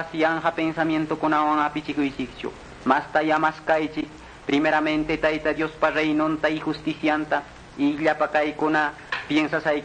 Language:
Quechua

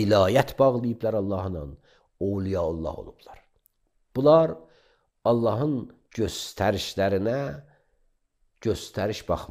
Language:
Azerbaijani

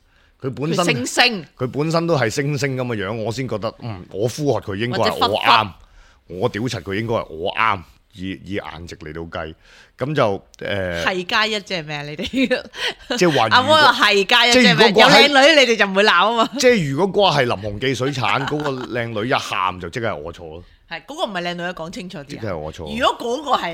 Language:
Cantonese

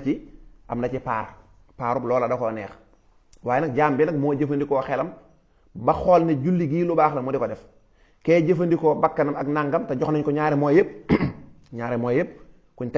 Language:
Wolof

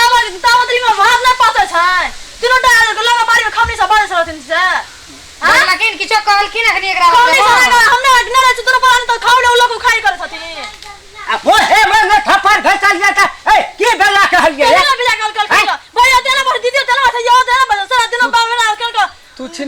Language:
Maithili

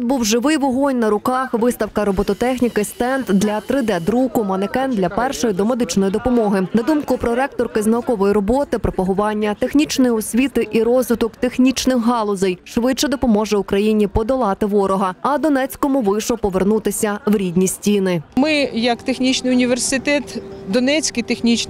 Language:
Ukrainian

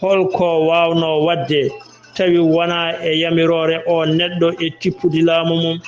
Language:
Fula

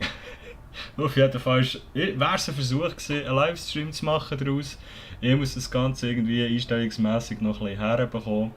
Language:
Swiss German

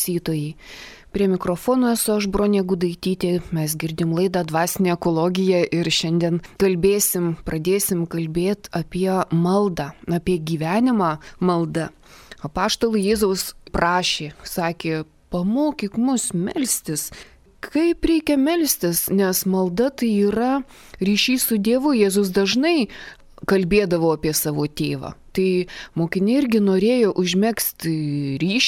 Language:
Lithuanian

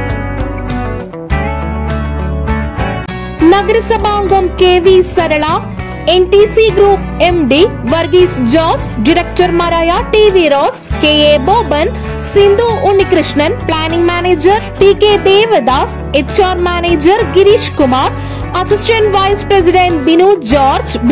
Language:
Malayalam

